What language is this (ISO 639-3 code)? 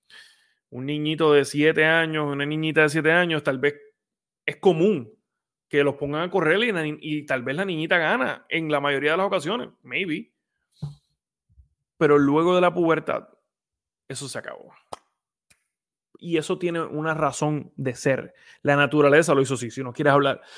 spa